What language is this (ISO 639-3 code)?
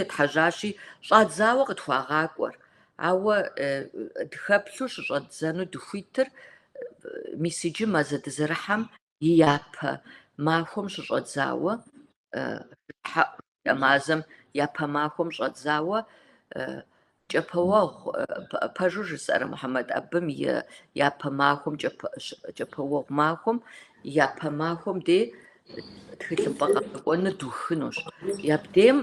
kbd